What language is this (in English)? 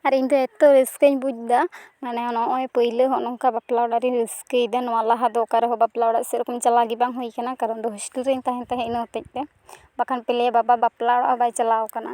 Santali